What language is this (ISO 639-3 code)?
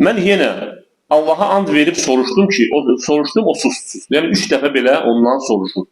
aze